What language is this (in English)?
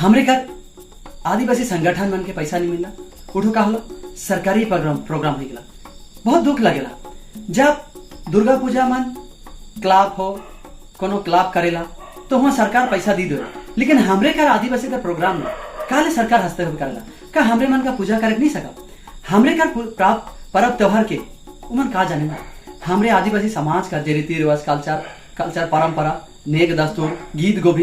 Sadri